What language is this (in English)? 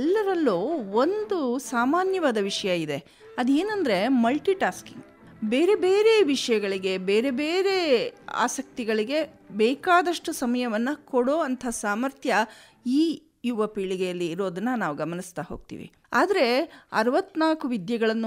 Kannada